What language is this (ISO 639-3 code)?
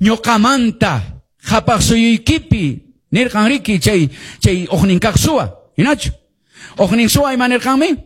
que